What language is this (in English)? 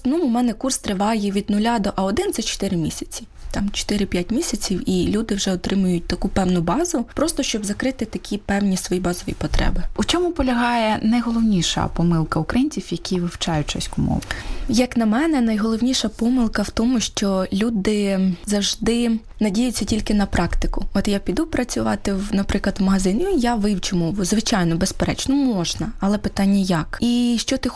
Ukrainian